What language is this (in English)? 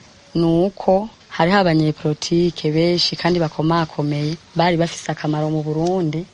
Rundi